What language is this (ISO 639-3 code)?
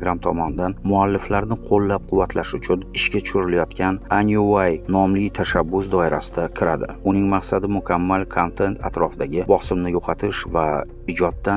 uzb